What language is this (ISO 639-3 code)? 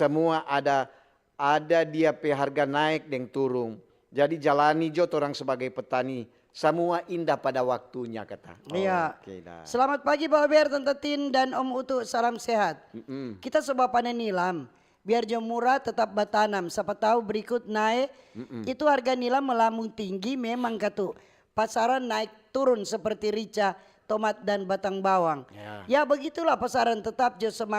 xmm